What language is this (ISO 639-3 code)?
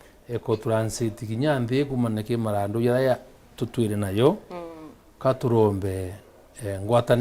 mer